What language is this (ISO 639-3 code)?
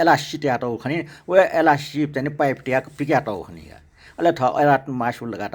new